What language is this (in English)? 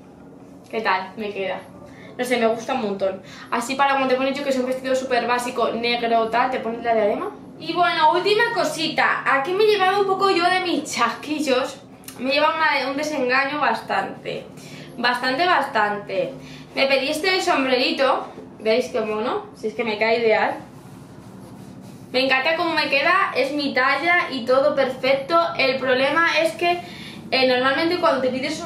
Spanish